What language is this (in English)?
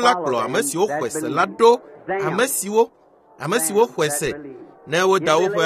Ewe